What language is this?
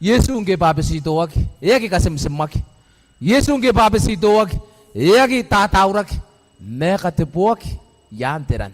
Gilbertese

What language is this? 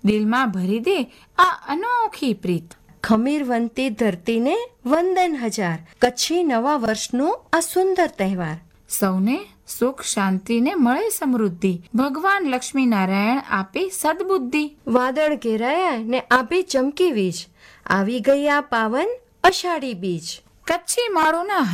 Gujarati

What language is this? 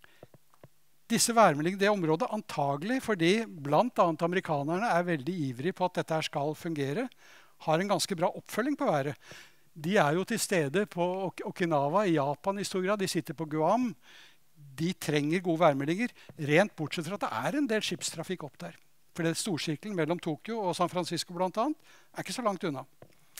Norwegian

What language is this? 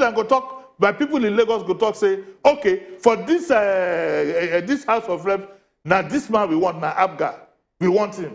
Nigerian Pidgin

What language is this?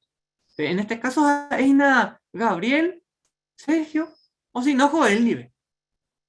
Guarani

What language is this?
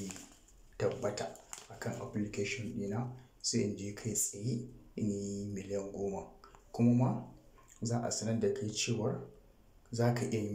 Hausa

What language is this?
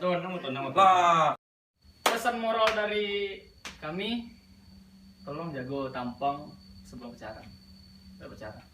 Minangkabau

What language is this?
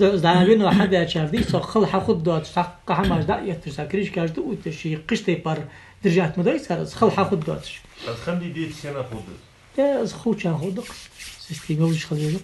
Ingush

